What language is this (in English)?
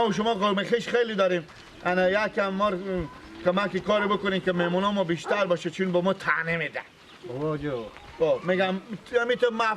Persian